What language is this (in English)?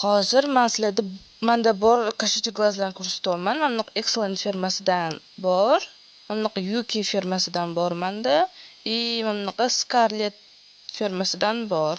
Uzbek